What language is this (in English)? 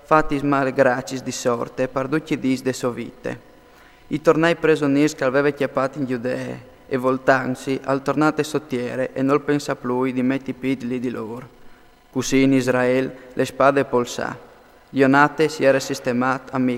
Friulian